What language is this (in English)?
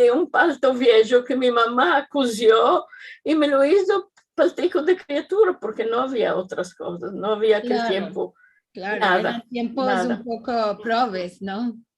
Ladino